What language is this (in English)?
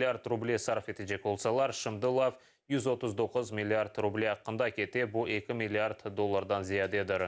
Crimean Tatar